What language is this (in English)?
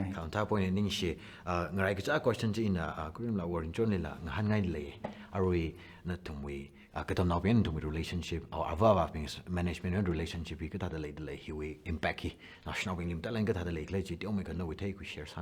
Tangkhul Naga (India)